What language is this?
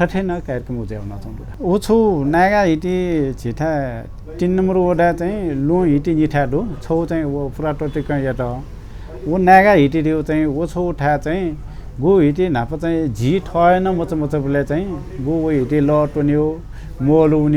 Newari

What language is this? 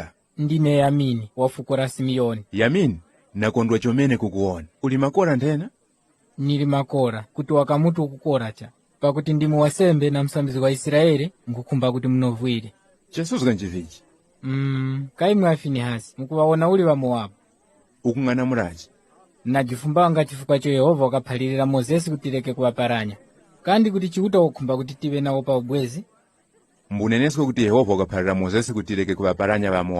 Tumbuka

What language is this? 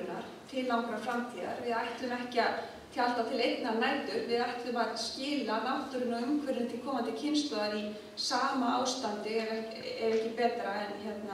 Icelandic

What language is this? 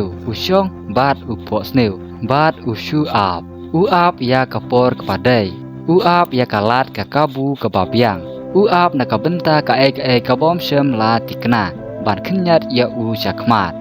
Khasi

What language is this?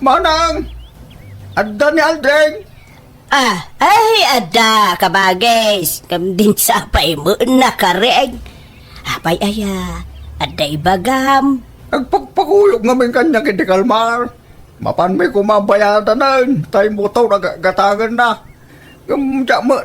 Iloko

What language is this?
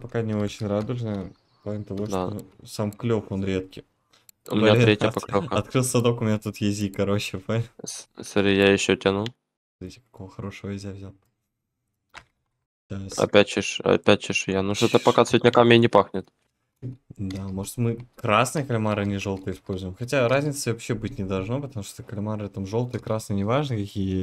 Russian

